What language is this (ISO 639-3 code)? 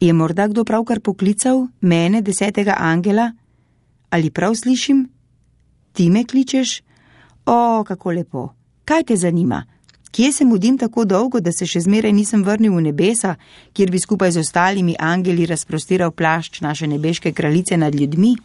slv